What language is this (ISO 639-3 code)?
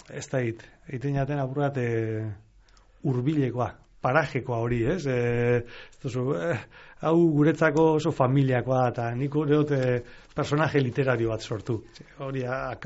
eus